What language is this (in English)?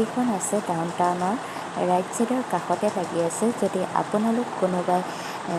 Assamese